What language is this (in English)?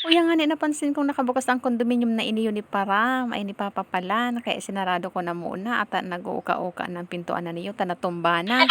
Bikol